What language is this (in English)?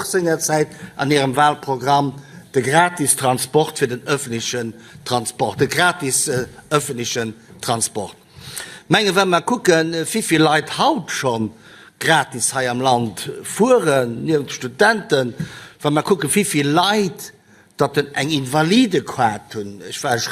Luxembourgish